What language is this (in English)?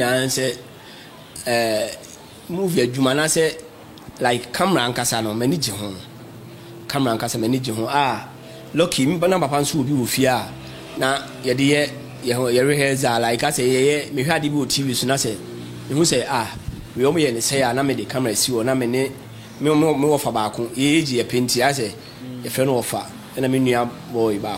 Akan